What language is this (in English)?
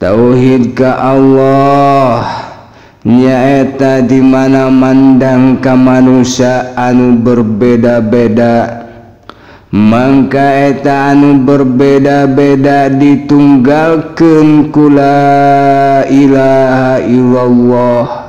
Sundanese